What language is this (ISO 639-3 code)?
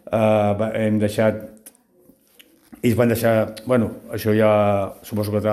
cat